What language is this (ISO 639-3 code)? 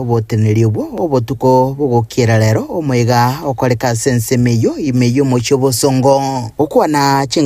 guz